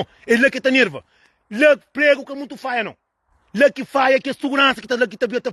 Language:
Kabuverdianu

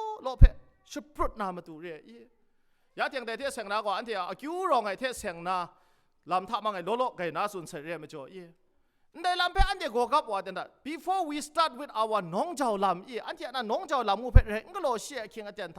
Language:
Kachin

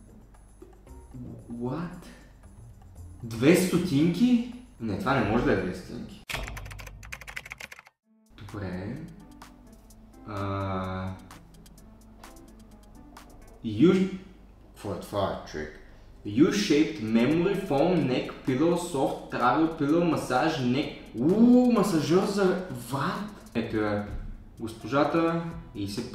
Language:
Bulgarian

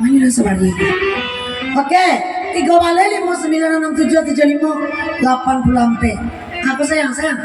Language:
Minangkabau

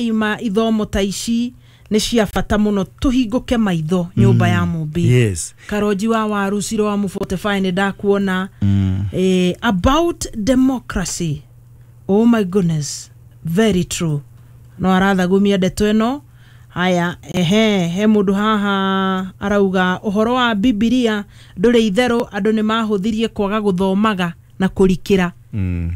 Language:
Kikuyu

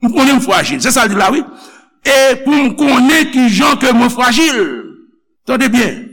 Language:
Haitian Creole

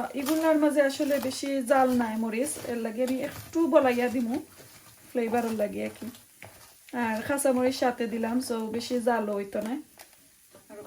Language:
Sylheti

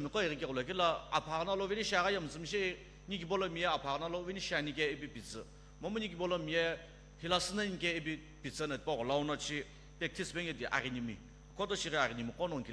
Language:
Sumi Naga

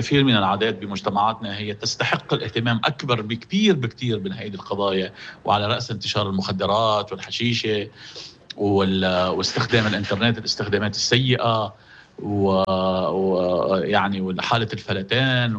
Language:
North Levantine Arabic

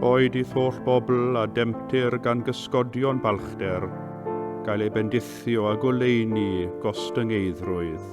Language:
Welsh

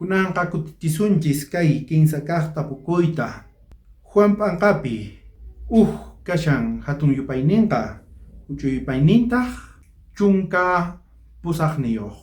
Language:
South Bolivian Quechua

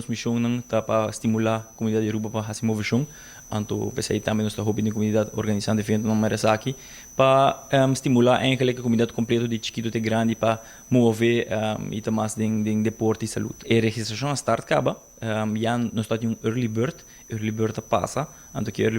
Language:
Papiamento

